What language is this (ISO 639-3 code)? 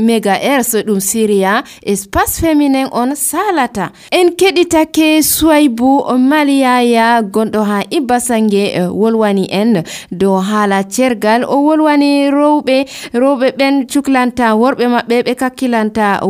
fuv